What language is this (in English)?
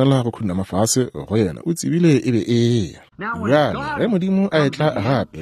Northern Sotho